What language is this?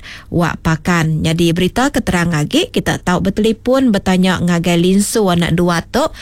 Iban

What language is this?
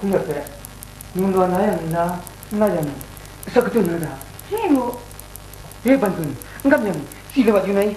Kachin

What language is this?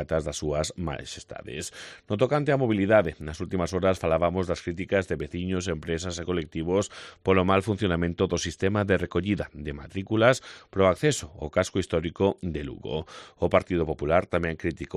Galician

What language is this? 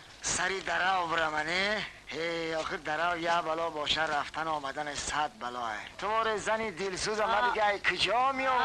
Tajik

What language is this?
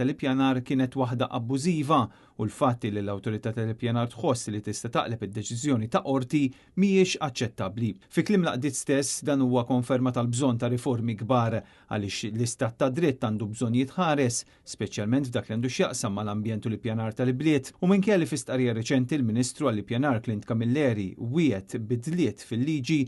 Maltese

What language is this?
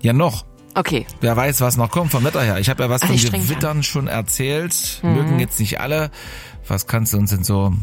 German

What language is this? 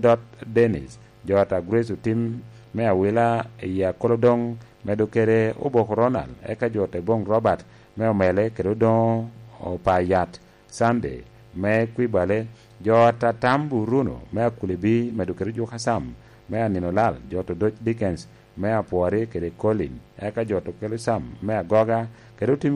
Lango (Uganda)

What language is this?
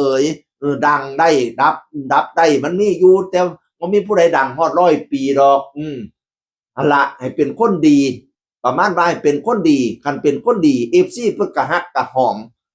Northeastern Thai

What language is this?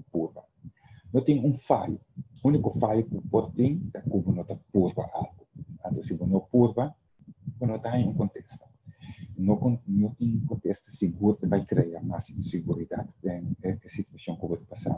Papiamento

